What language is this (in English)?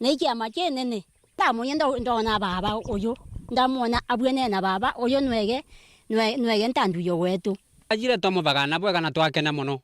Meru